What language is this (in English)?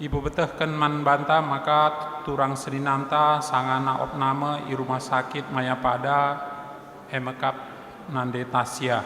Batak Karo